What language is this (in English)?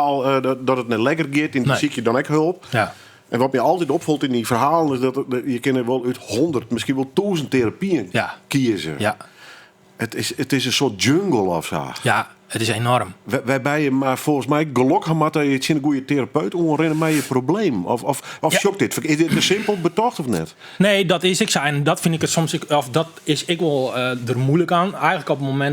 Western Frisian